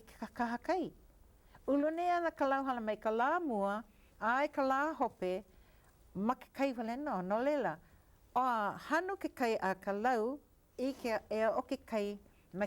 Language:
Hawaiian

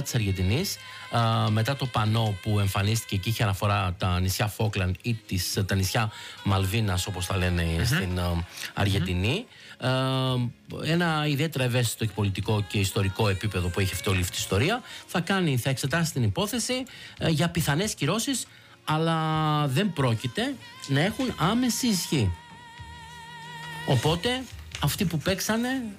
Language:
Greek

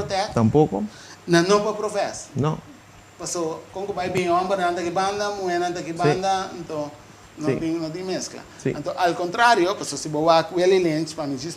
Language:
Papiamento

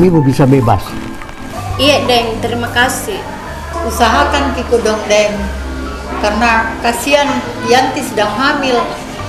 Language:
Makassar Malay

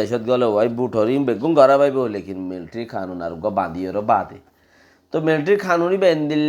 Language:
Rohingya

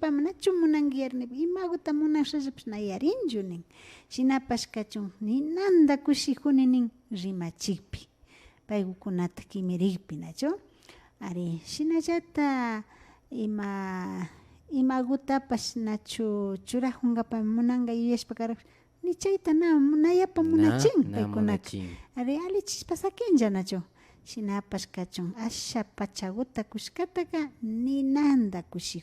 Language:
Imbabura Highland Quichua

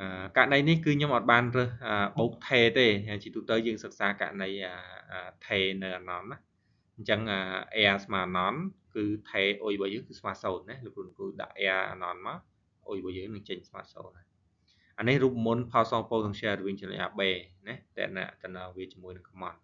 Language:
Khmer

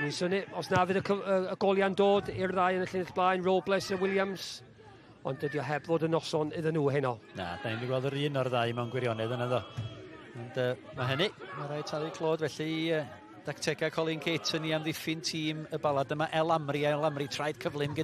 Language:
Welsh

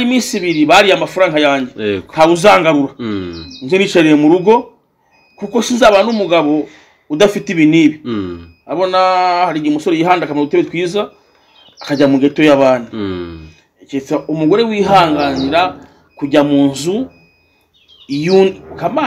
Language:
Kinyarwanda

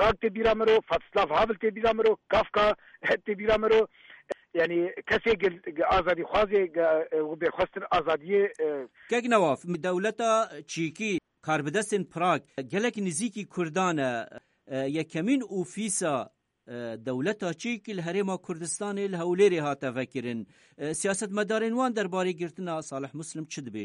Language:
Kurdish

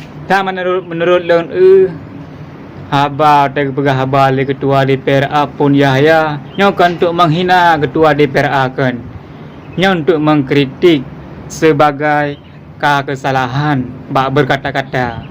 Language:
Achinese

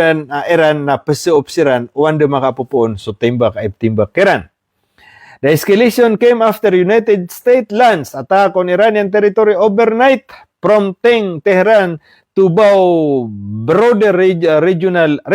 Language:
Maranao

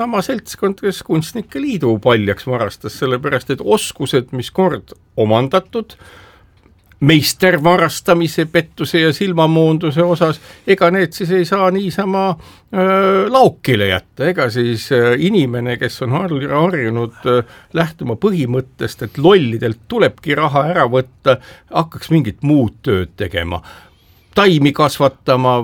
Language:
Estonian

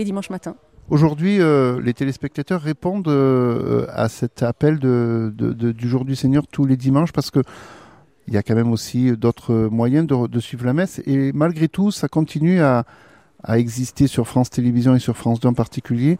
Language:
French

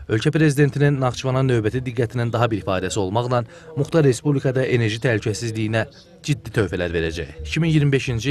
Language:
Azerbaijani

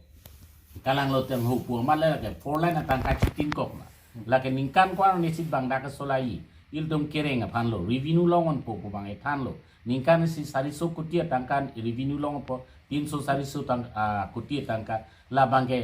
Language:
Karbi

